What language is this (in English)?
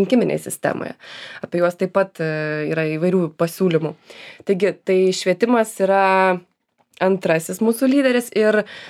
Lithuanian